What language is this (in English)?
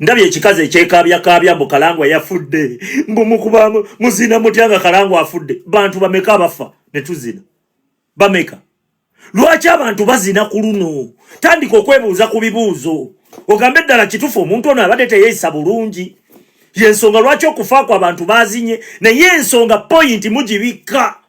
Ganda